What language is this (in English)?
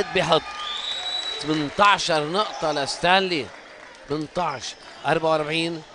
North Levantine Arabic